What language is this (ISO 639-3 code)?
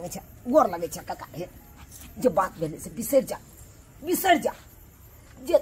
mai